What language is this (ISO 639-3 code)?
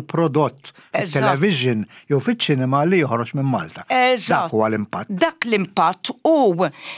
mlt